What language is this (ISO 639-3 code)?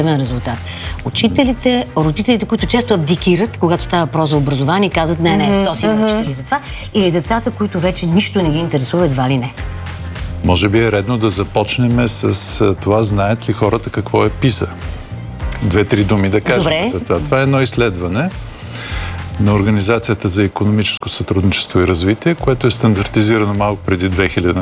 bul